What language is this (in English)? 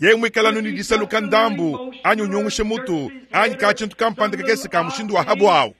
Luba-Lulua